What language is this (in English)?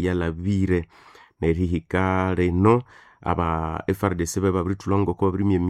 Nande